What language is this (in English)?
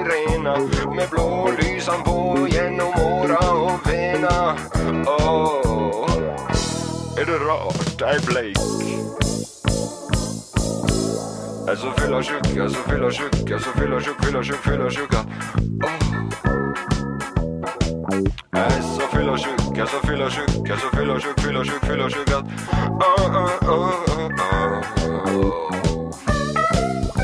Norwegian